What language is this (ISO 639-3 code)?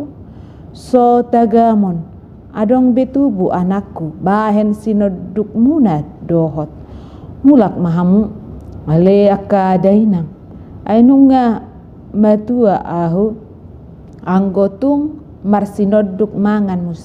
bbc